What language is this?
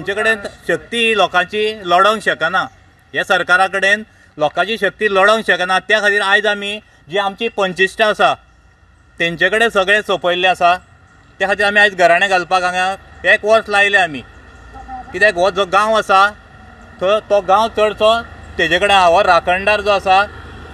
Konkani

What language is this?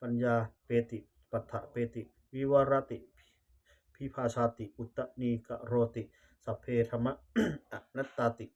Pali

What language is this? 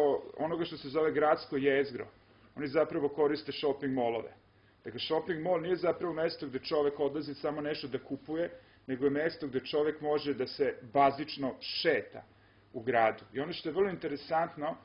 Serbian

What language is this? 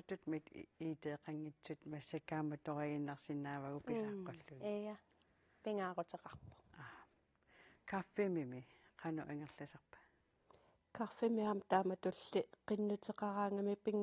Kalaallisut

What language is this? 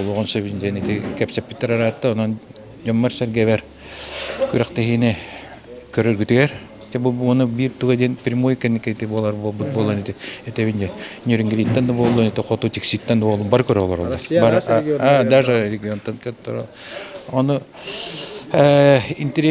Yakut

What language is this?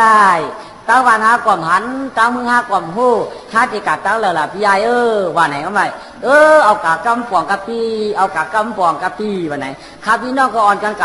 Shan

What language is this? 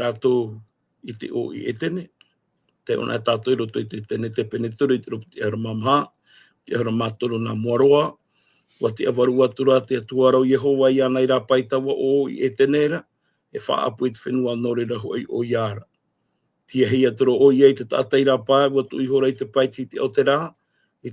Tahitian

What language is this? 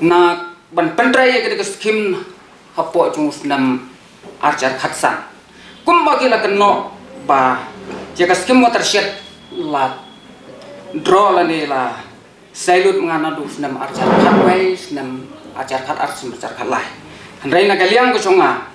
Khasi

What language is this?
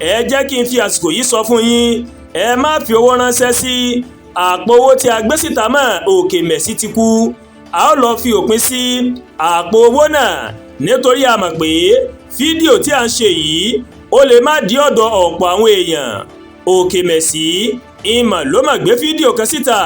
Yoruba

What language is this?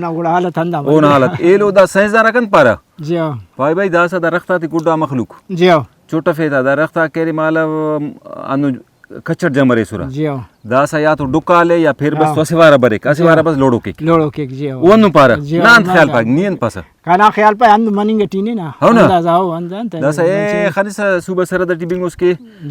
Brahui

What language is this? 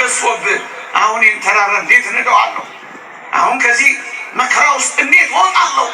Amharic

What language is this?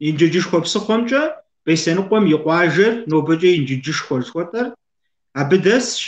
Kabardian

